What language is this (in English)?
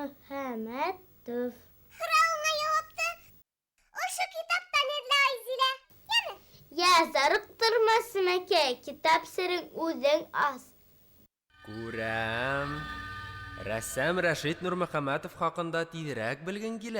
Bashkir